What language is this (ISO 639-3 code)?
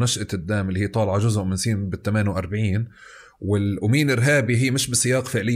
apc